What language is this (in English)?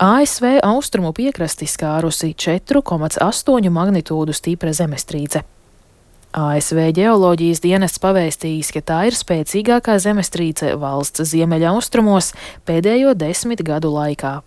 Latvian